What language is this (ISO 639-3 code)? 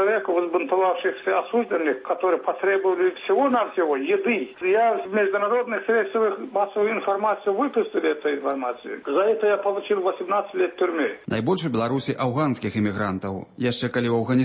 bel